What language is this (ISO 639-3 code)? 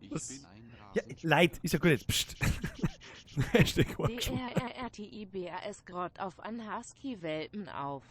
bar